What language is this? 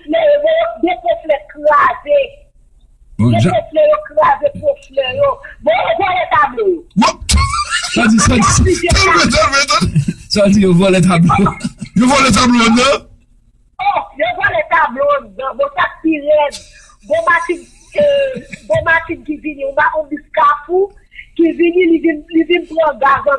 Haitian Creole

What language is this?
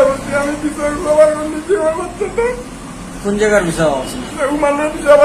Sylheti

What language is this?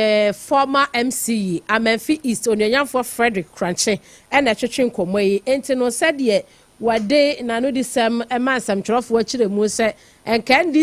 Akan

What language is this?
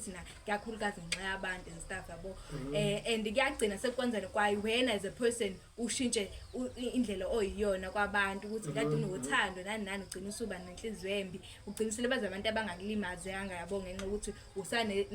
Zulu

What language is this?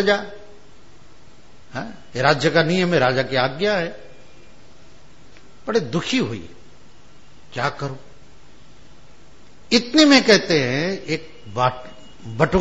Hindi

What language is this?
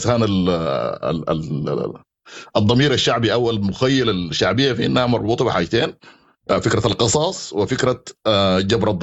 Sudanese Arabic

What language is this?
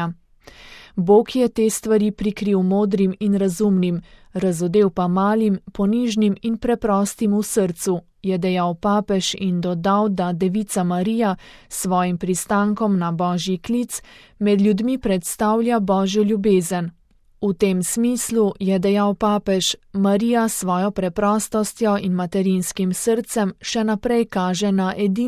Slovenian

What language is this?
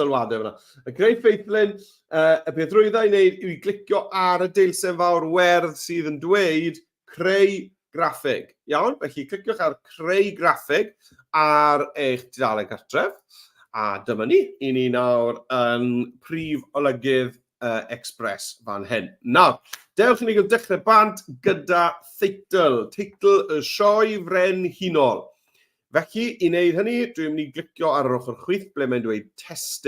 Welsh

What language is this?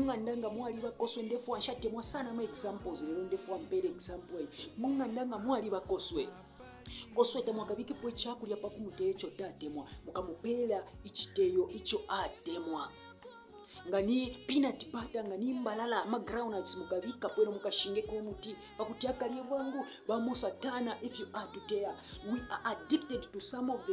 Bemba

